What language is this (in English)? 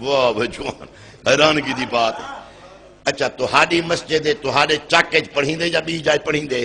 Saraiki